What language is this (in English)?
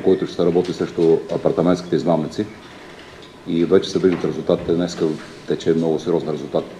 Bulgarian